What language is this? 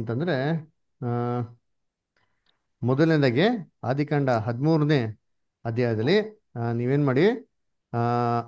Kannada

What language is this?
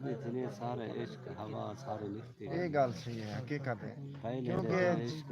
Saraiki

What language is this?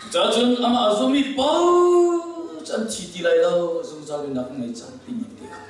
Hakha Chin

